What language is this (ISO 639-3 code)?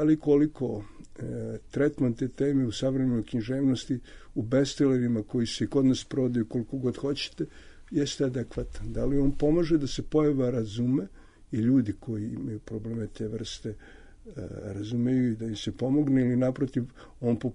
srp